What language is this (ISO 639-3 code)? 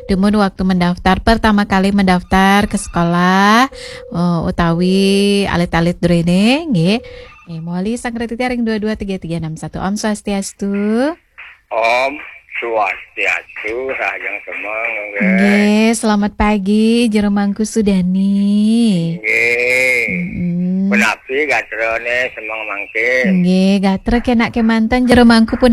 ban